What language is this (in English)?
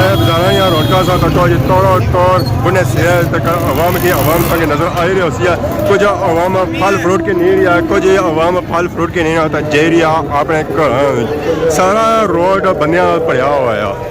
Pahari-Potwari